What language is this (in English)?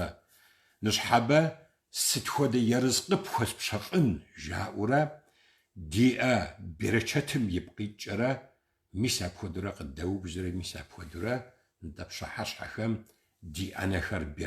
Kabardian